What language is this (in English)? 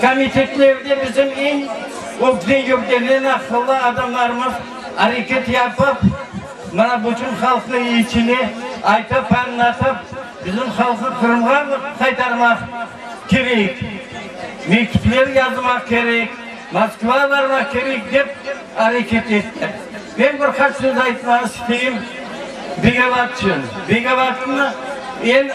Crimean Tatar